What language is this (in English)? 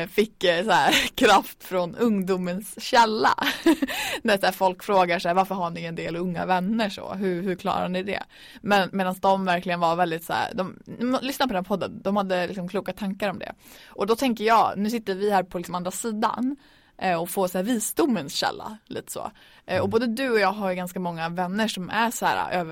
Swedish